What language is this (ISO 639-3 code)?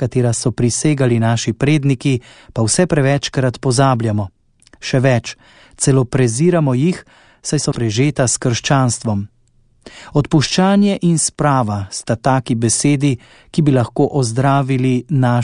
slv